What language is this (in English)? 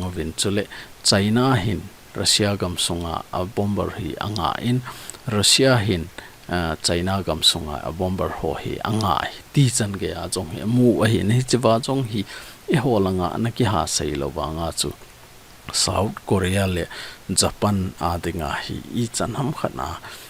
Thado Chin